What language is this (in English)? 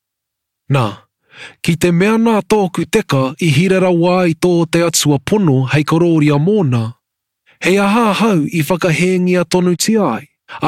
Māori